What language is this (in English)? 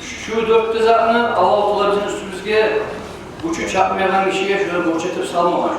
Kumyk